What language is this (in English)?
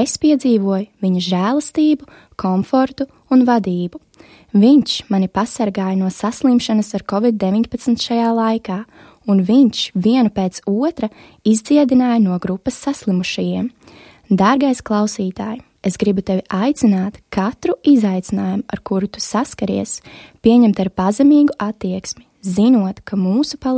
Latvian